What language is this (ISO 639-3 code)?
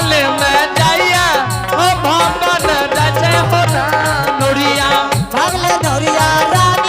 anp